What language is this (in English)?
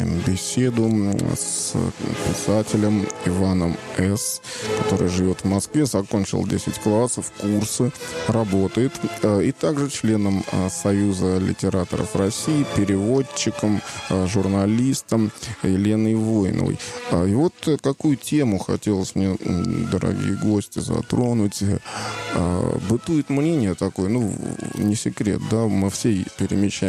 Russian